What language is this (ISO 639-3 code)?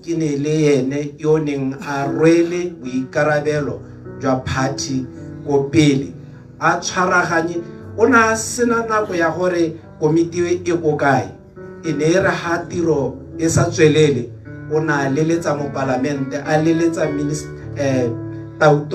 tsn